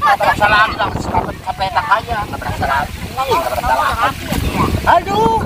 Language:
Betawi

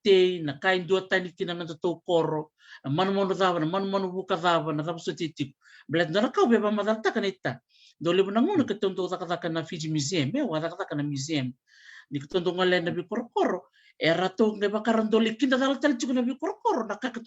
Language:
Fijian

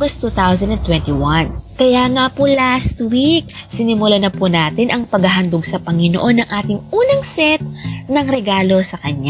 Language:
Filipino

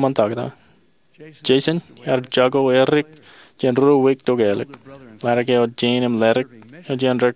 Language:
Marshallese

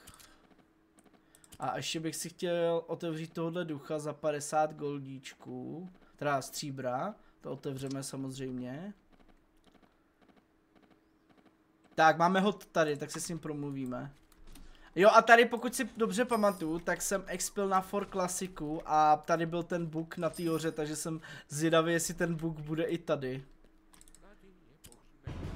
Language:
Czech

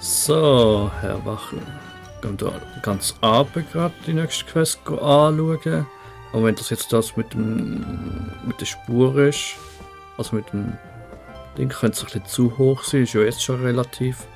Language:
Swiss German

